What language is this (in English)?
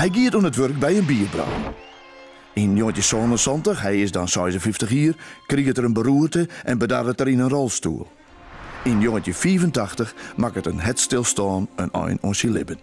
Western Frisian